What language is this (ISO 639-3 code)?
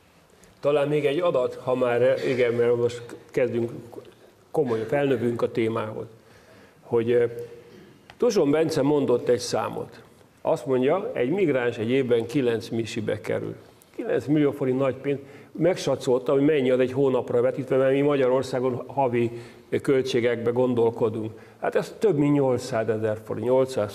hun